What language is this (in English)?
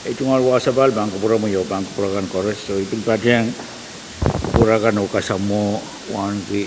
Pohnpeian